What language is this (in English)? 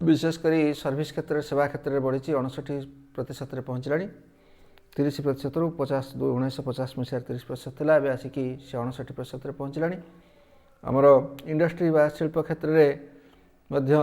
Odia